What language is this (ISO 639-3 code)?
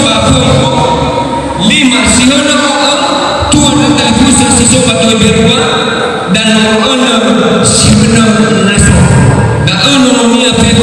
nia